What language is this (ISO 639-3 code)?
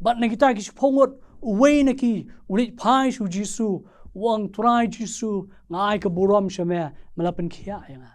kha